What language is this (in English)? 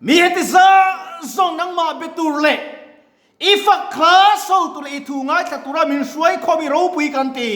Mizo